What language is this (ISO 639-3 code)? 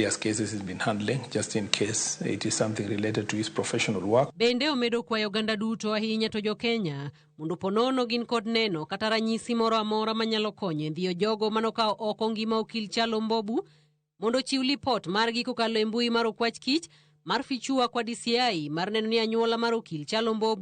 luo